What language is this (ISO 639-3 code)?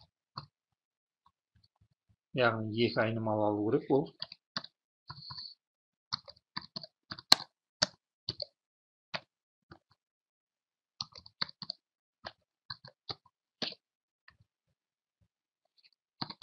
kaz